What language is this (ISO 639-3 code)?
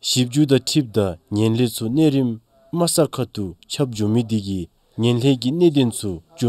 dzo